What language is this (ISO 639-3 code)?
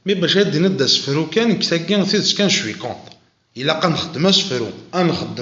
kab